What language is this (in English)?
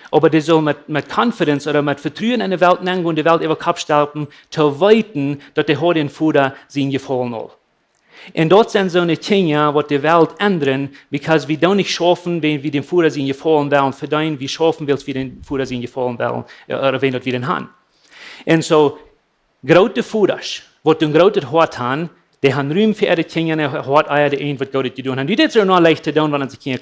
Plautdietsch